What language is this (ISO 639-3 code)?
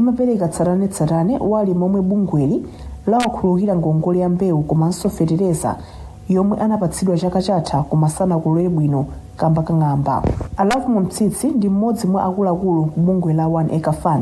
nya